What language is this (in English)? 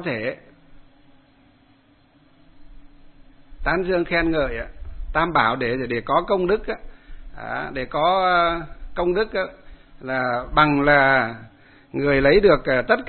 Vietnamese